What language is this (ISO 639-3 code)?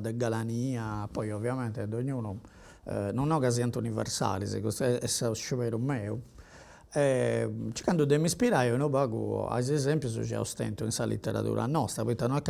srd